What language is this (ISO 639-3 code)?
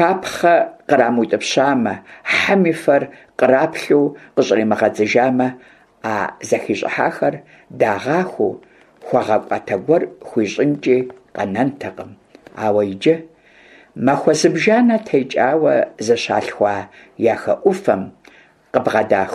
kbd